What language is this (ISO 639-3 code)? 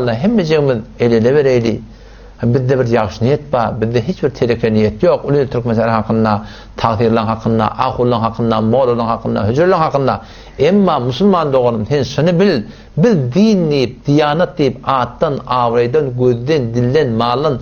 tuk